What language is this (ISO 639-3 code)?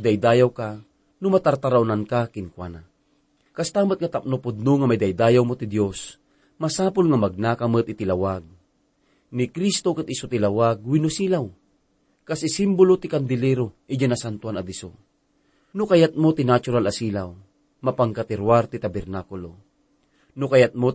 ilo